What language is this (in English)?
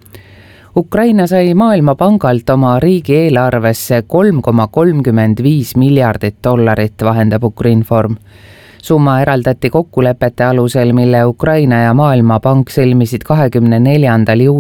Estonian